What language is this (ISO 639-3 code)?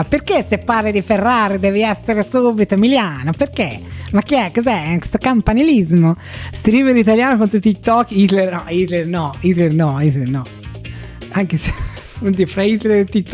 ita